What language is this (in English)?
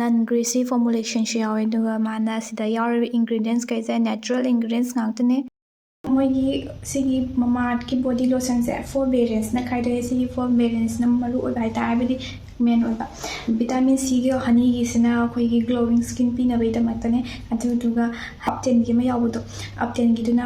Manipuri